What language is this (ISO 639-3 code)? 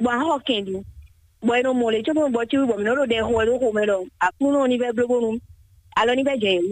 fon